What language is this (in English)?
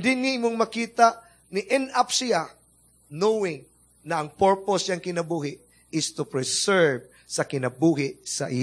Cebuano